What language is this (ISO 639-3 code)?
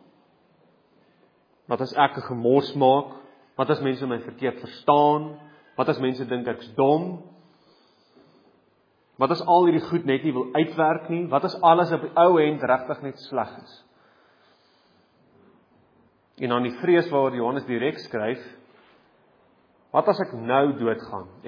afr